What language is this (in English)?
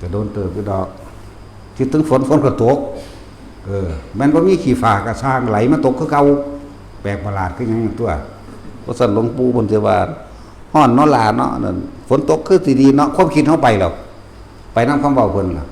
Northeastern Thai